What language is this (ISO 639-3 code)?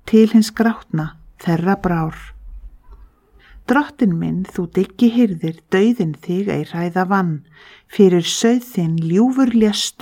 isl